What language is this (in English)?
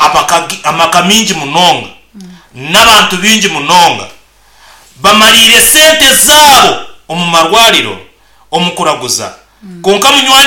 Nyankole